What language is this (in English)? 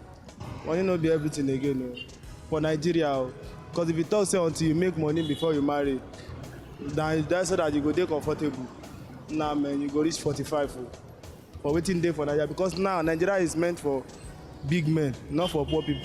Nigerian Pidgin